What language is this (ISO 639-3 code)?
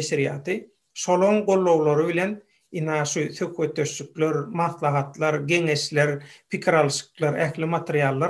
tuk